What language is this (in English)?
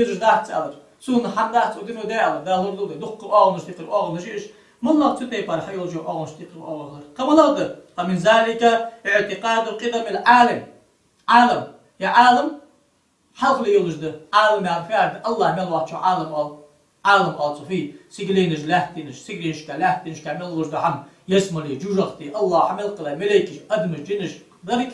Ingush